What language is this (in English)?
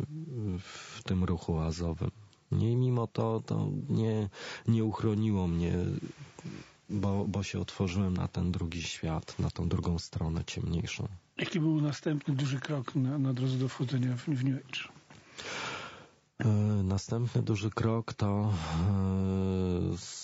Polish